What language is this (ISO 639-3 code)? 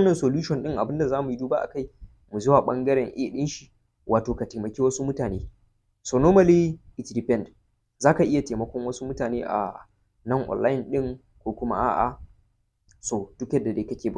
hau